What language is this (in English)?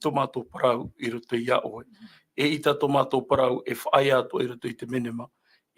Tahitian